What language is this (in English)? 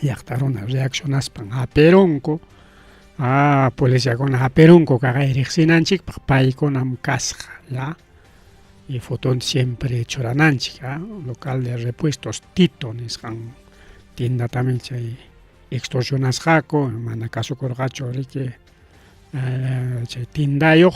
Ayacucho Quechua